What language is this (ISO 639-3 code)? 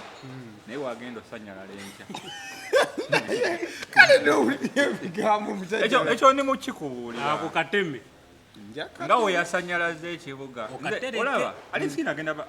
lug